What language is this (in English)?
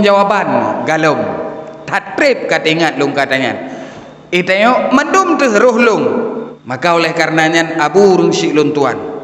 Achinese